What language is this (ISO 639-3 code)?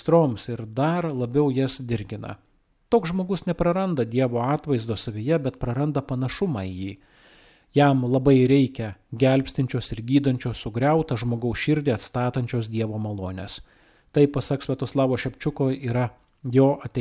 lit